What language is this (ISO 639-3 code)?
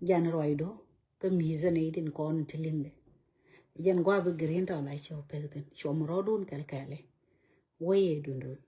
nus